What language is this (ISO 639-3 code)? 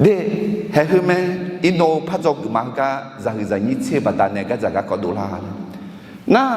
ahk